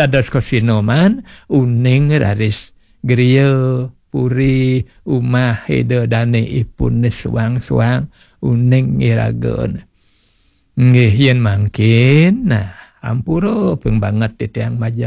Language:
Balinese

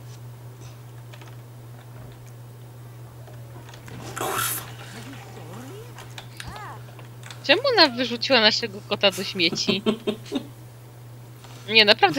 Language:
Polish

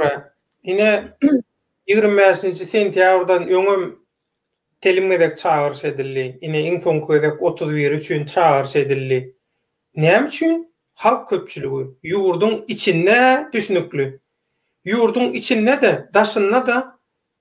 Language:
Turkmen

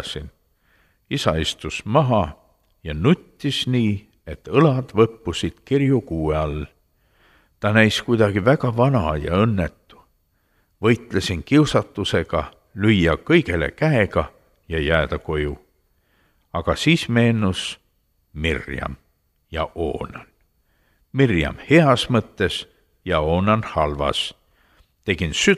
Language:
Estonian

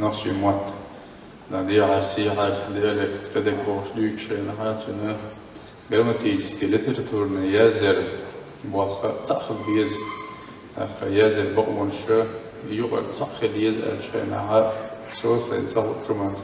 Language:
Chechen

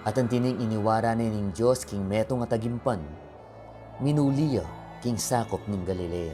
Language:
Pampanga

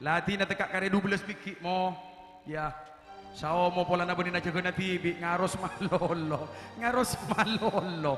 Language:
Madurese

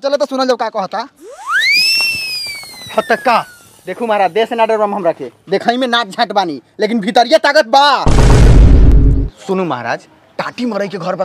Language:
Bhojpuri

